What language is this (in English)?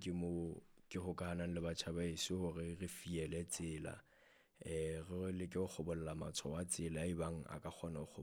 Southern Sotho